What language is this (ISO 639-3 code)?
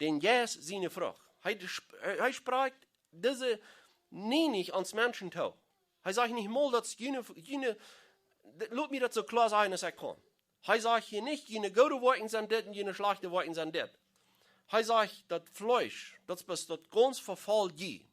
pdt